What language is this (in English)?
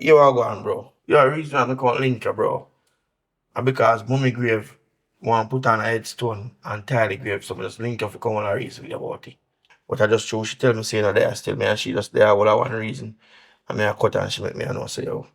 Jamaican Creole English